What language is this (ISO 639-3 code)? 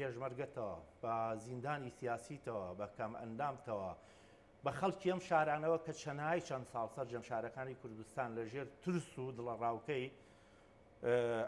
ckb